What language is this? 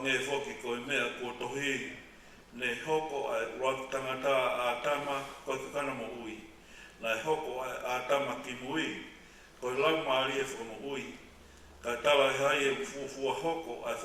Tongan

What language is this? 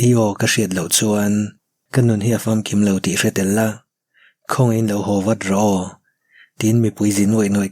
Mizo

